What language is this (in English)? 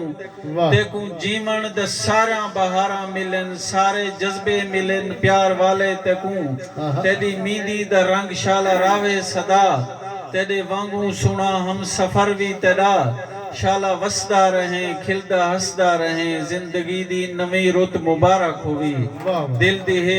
Saraiki